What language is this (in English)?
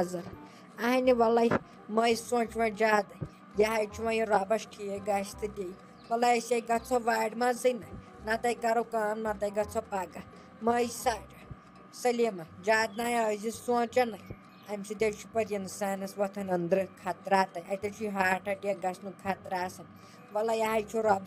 Kashmiri